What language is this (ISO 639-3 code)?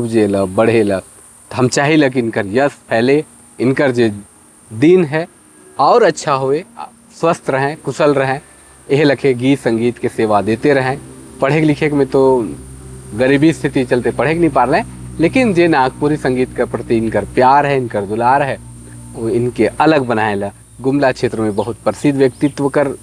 sck